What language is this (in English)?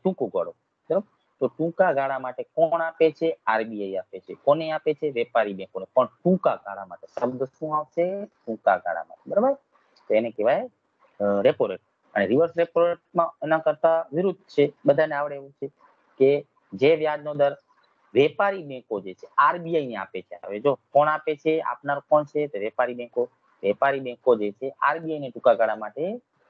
Gujarati